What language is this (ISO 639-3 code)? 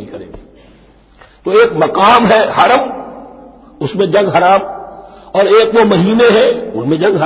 urd